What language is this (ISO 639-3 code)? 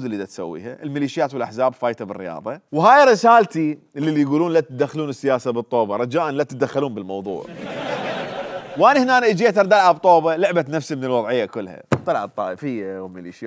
acm